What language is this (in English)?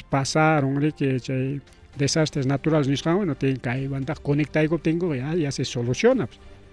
Ayacucho Quechua